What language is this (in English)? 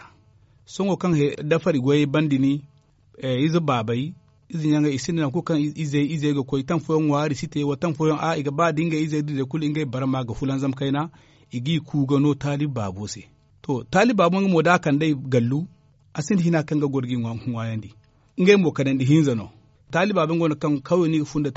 Zarma